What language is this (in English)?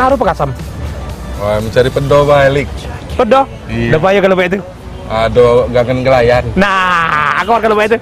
Musi